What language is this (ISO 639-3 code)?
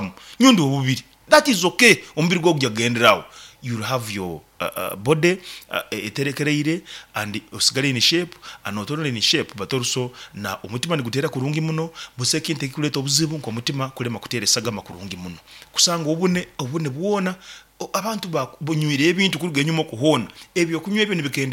nyn